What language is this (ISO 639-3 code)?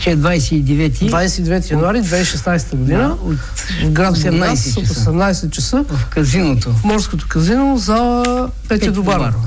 bul